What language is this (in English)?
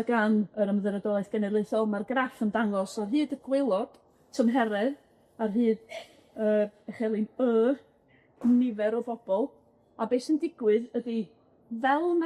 Welsh